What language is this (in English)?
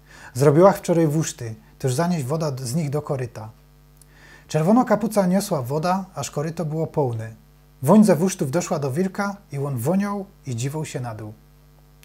Silesian